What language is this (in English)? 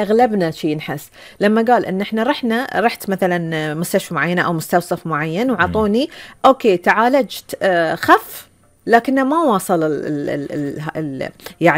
Gulf Arabic